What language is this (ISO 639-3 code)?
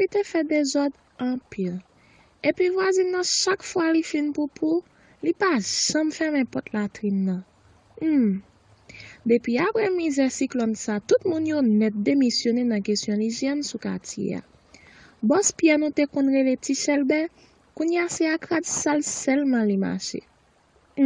hat